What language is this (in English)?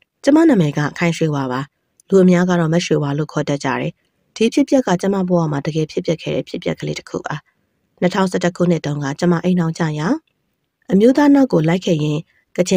Burmese